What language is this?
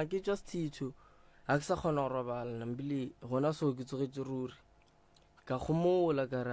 Northern Sotho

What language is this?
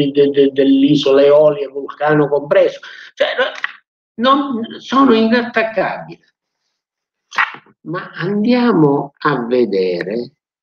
Italian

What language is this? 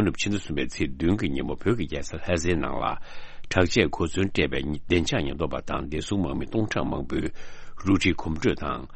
Tibetan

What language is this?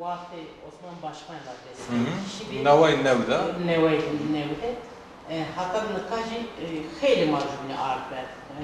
Zaza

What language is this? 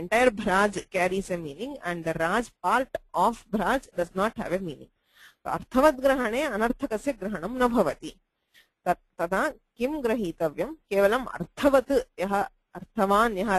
Sanskrit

